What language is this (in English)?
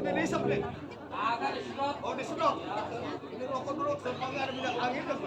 Betawi